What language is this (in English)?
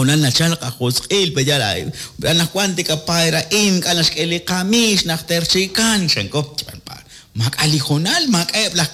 Kekchí